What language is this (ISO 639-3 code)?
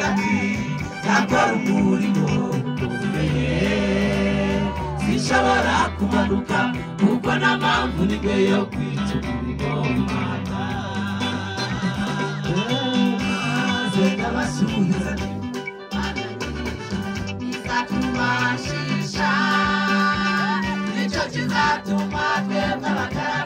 kin